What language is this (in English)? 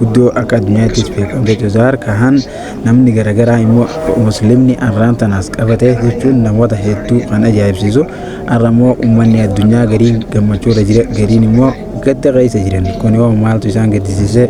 Oromo